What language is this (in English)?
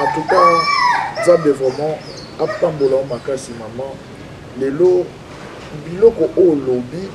Lingala